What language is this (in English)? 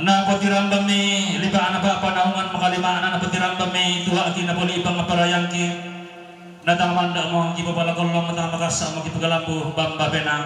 Toraja-Sa'dan